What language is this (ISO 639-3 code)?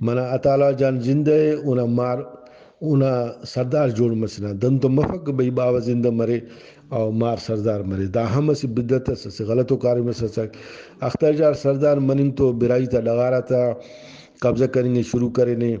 brh